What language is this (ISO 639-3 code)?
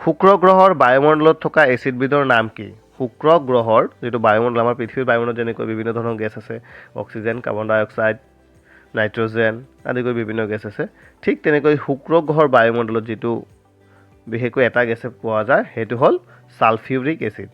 asm